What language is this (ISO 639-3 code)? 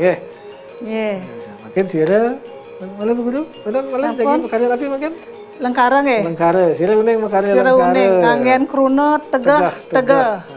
ban